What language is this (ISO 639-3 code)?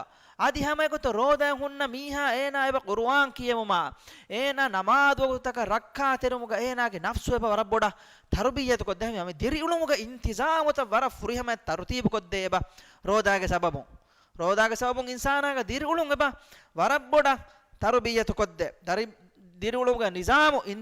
div